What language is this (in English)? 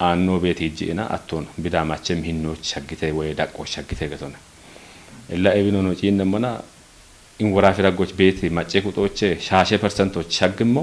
Kafa